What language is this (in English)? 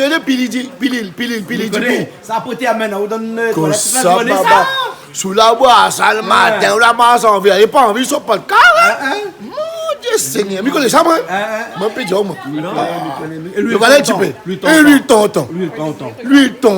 Réunion Creole French